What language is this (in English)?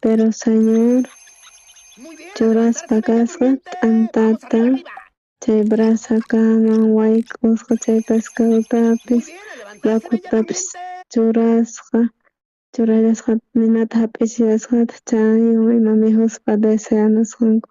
South Bolivian Quechua